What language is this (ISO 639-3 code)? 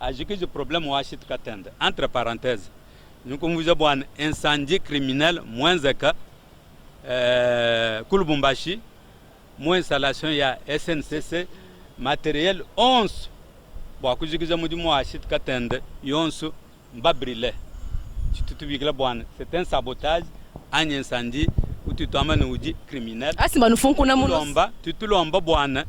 lua